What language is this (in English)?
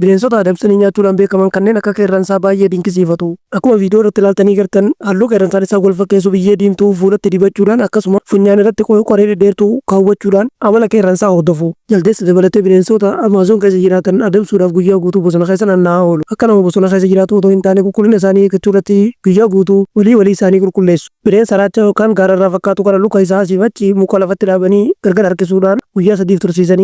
Oromo